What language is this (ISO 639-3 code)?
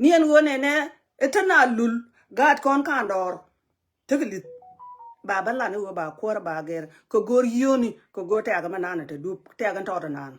nus